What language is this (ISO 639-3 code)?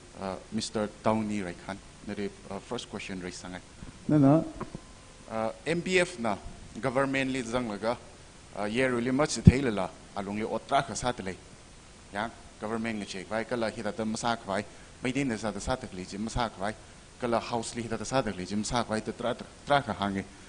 nmf